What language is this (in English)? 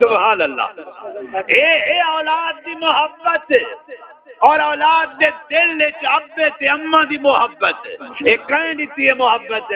Saraiki